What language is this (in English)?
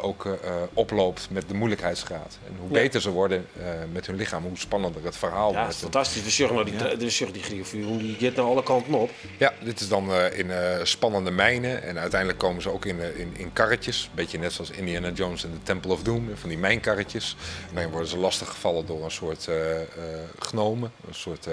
Western Frisian